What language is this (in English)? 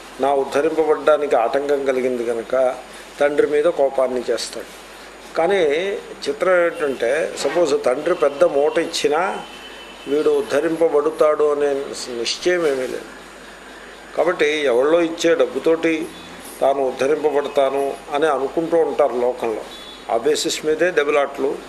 Telugu